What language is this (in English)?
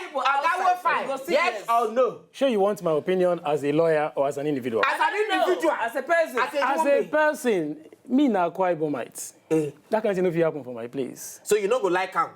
Nigerian Pidgin